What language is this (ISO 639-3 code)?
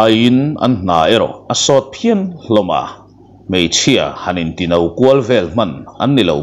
lus